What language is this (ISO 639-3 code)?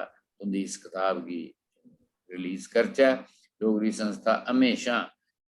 doi